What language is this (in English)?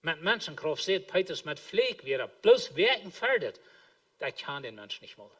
Plautdietsch